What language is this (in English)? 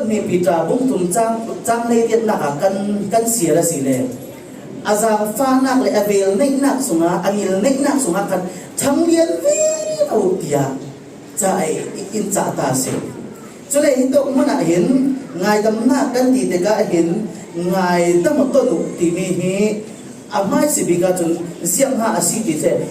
Falam Chin